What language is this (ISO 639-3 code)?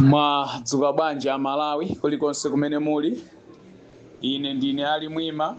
nya